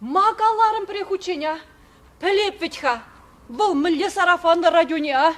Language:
Chuvash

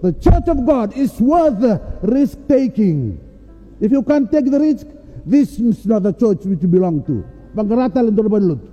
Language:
Fijian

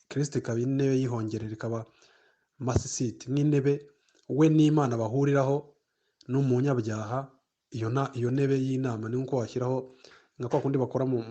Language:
Kinyarwanda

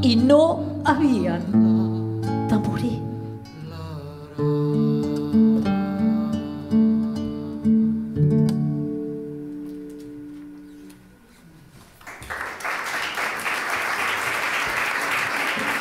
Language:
Catalan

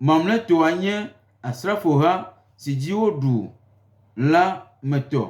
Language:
Gen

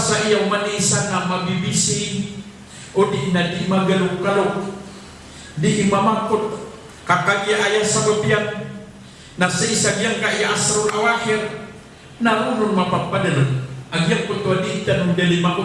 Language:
Maranao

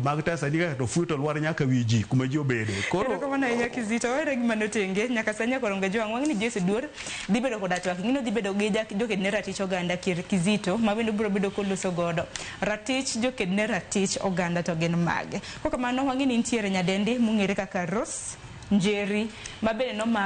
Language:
Luo (Kenya and Tanzania)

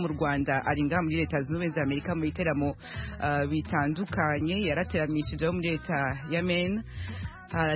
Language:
Kinyarwanda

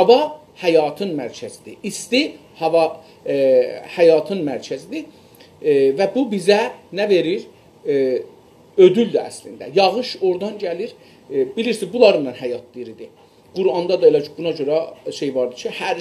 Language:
South Azerbaijani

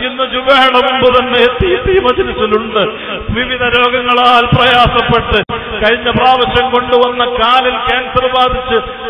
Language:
Malayalam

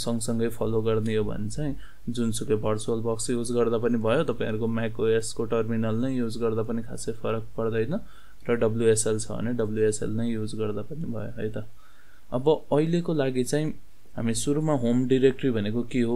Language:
Nepali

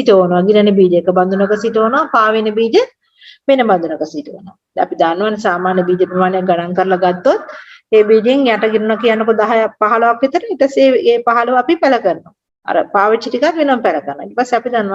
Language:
Sinhala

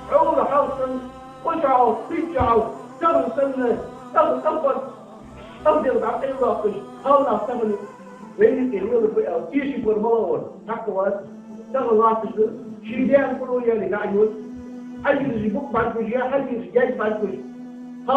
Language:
Ingush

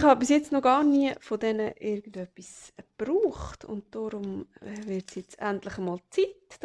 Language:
Swiss German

